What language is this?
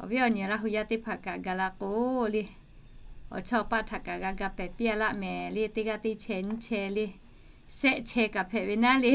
Lahu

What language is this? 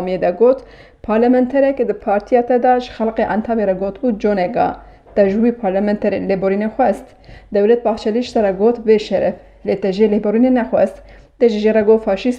Kurdish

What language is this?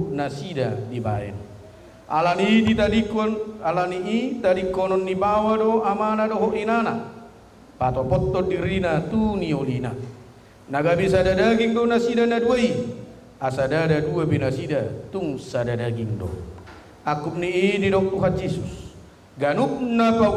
Batak Toba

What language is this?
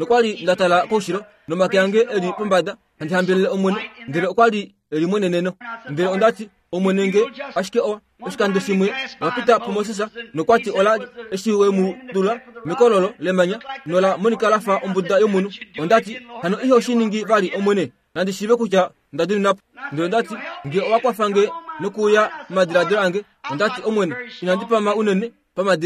Kuanyama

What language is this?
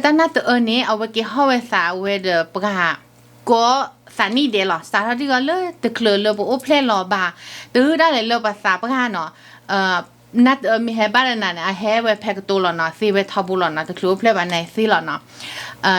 S'gaw Karen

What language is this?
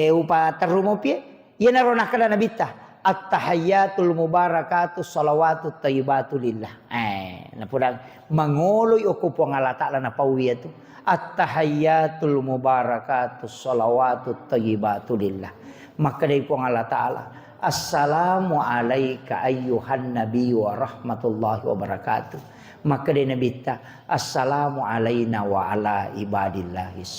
Buginese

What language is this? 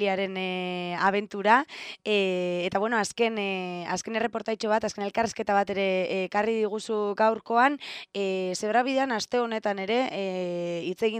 Basque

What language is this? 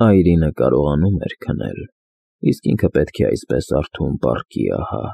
Armenian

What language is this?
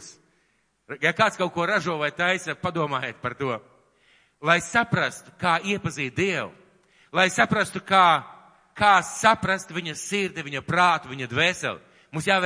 Latvian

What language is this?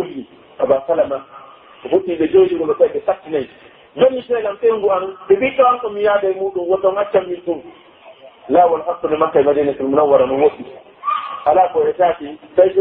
Pular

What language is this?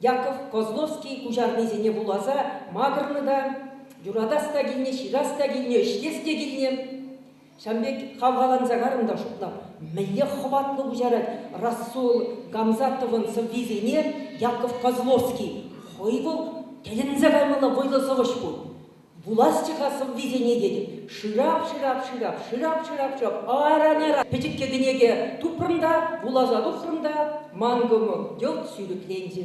Chuvash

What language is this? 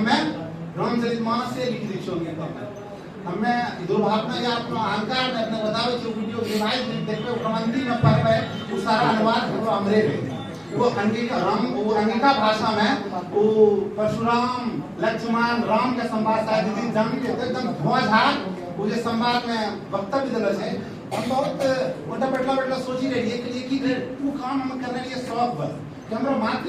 Angika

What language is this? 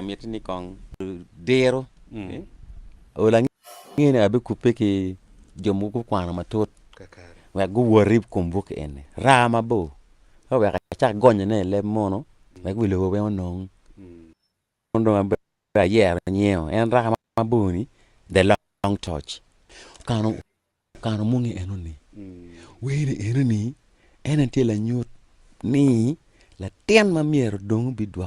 Acoli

